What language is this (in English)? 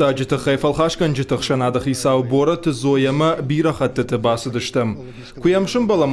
Ossetic